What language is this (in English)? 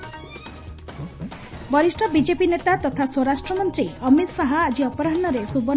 Odia